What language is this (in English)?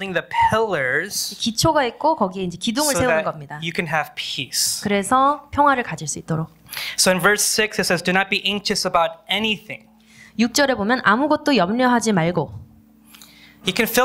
Korean